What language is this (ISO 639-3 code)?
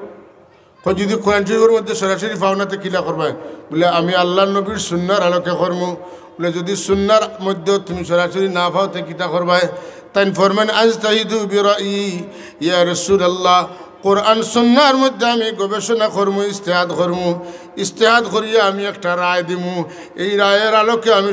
syl